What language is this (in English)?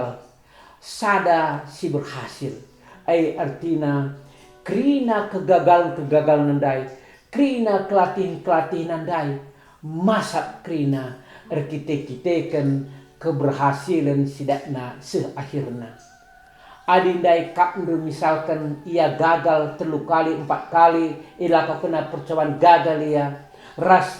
Batak Karo